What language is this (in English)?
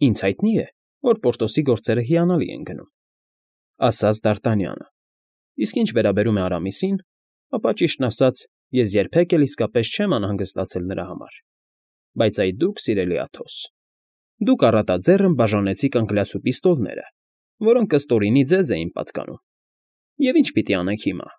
Armenian